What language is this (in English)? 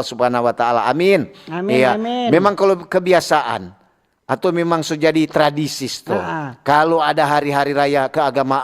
Manado Malay